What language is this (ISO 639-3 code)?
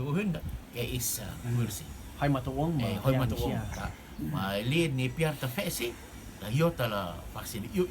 rtm